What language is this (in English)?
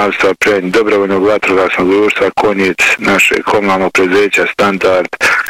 Bosnian